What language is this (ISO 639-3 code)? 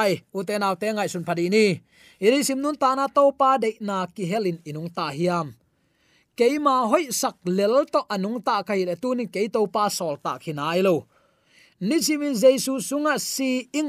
ctd